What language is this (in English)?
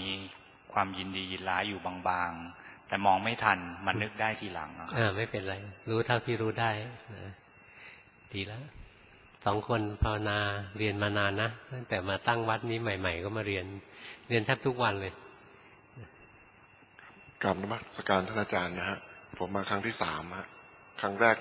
Thai